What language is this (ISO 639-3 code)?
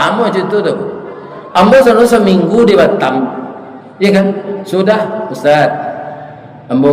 min